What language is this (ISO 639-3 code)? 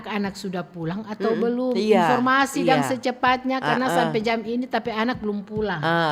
xmm